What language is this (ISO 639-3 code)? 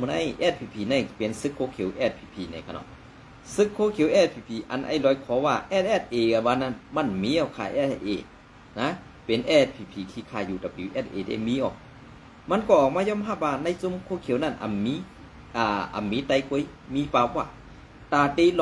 shn